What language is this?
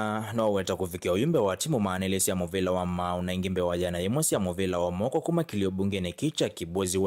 Kamba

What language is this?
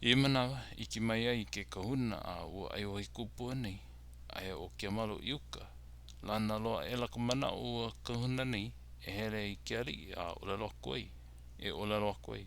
Hawaiian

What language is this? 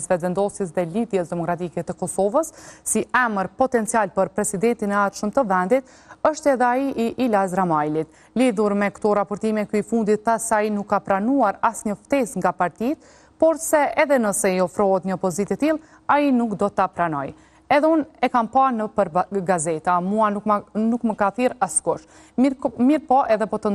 Albanian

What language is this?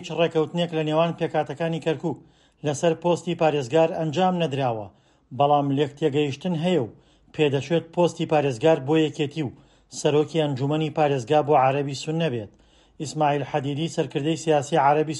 Central Kurdish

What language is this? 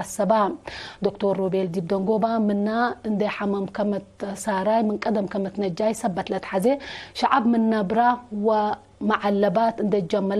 Tigre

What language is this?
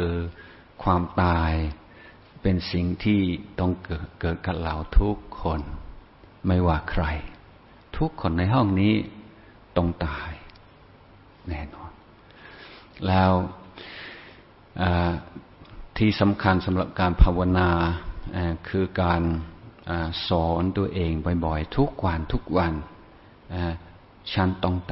Thai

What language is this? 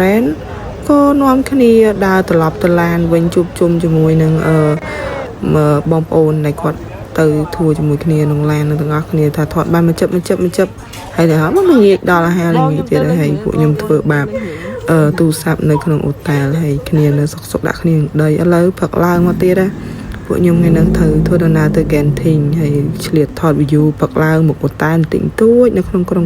Khmer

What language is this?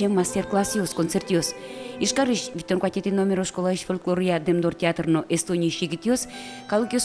Udmurt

